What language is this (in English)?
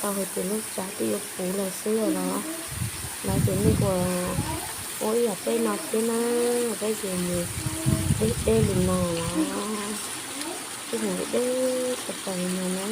Hmong